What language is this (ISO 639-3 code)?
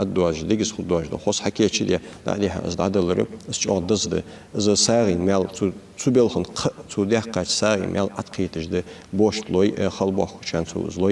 inh